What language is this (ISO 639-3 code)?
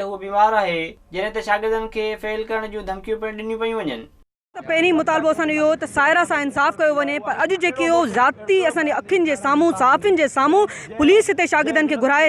snd